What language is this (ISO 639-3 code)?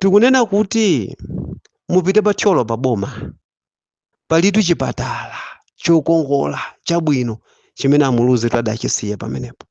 nya